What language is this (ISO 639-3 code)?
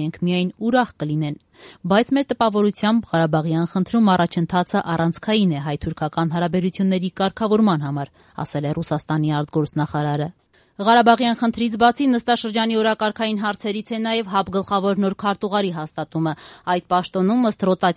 hye